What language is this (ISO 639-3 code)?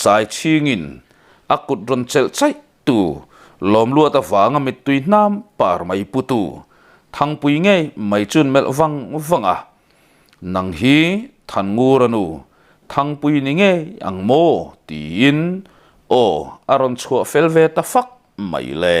lus